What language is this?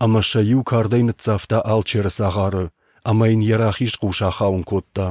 Ossetic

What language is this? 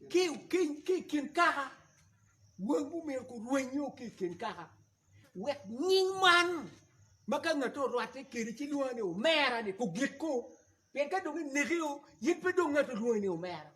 Acoli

